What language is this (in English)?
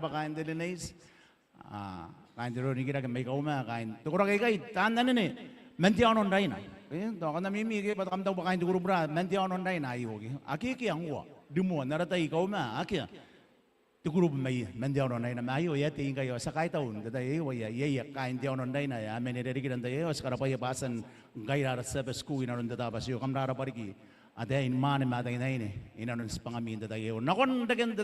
Gilbertese